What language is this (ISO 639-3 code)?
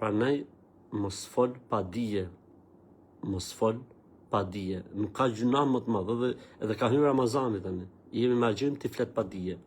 sqi